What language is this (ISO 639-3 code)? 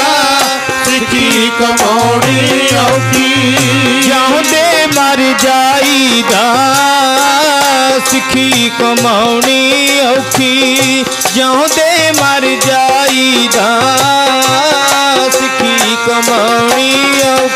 pan